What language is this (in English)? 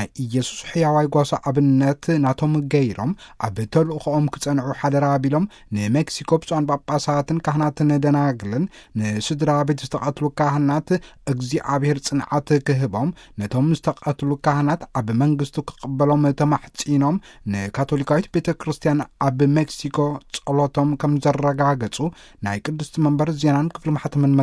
Tigrinya